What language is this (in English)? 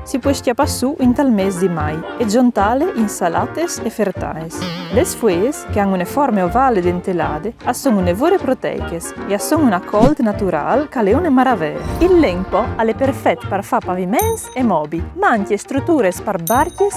Friulian